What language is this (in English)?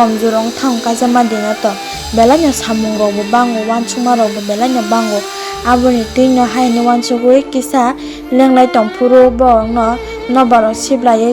Kok Borok